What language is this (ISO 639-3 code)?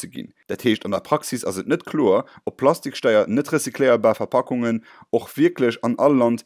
ltz